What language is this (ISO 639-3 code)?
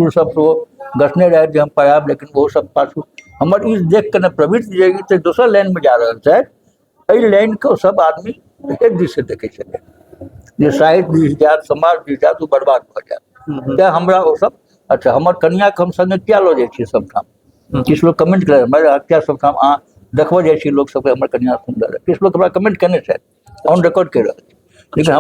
mai